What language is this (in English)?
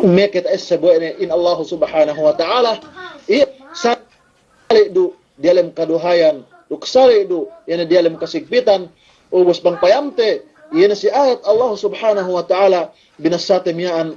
Yakan